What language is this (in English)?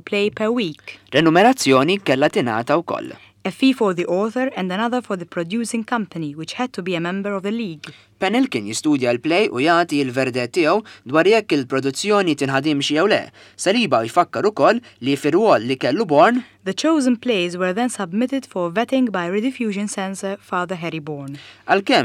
Maltese